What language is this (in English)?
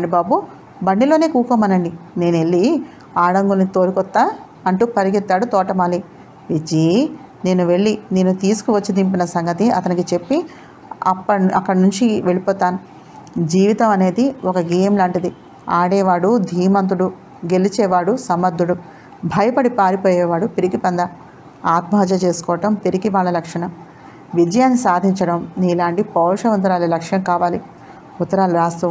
Telugu